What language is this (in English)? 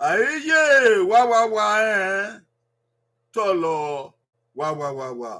Bini